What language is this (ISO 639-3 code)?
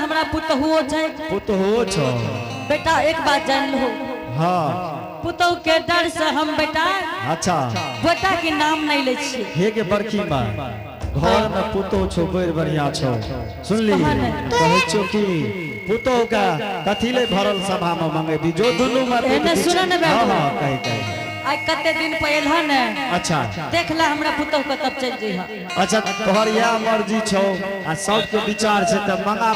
anp